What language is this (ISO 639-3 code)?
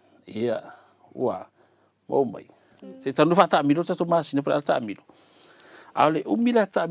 smo